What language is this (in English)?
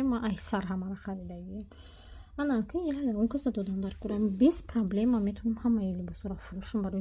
Tajik